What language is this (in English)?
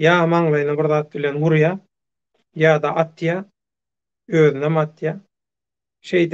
Turkmen